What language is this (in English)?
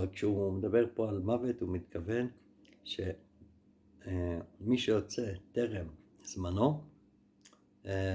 Hebrew